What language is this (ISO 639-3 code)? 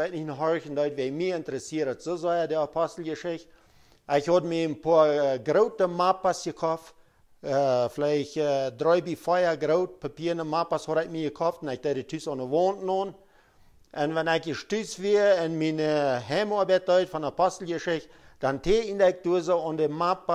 pdt